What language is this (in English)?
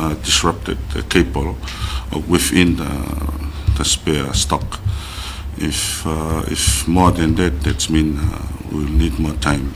Tongan